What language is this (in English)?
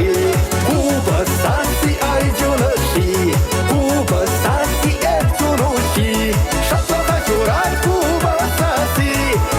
Chuvash